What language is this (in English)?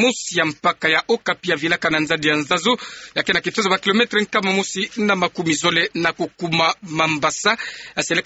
Kituba (Democratic Republic of Congo)